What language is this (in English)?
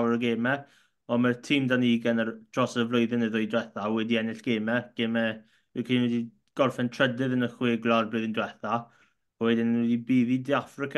Welsh